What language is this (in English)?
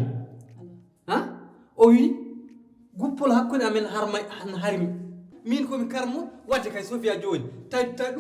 Fula